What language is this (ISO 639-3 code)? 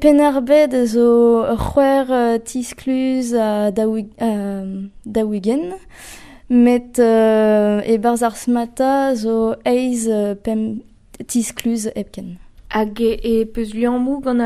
bre